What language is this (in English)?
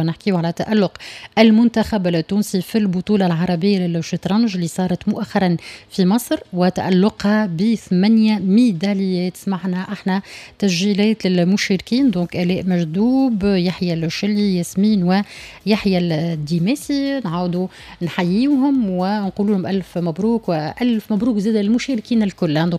Tunisian Arabic